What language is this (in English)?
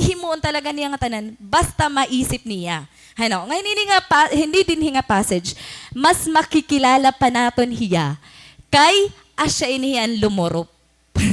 Waray